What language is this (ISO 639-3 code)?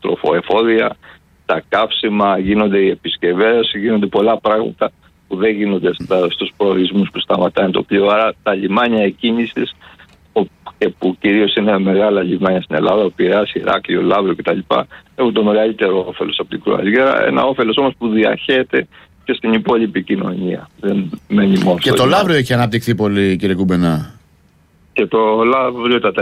ell